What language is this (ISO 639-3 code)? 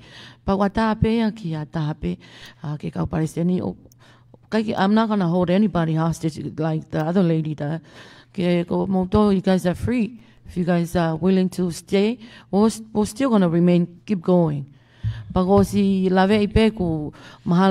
ton